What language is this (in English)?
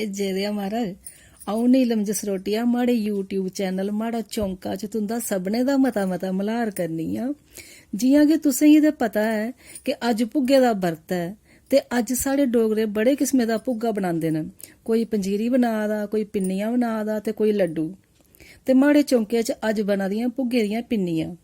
Dogri